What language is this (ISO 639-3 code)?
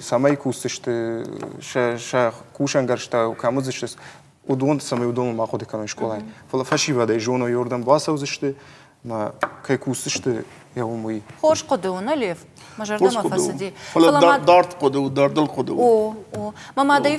oss